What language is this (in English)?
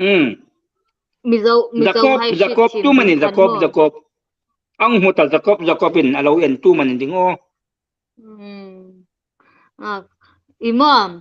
Hmar